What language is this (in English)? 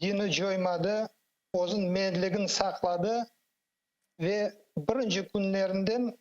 Crimean Tatar